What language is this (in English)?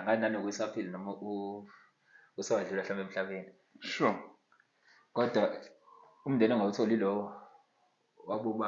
Zulu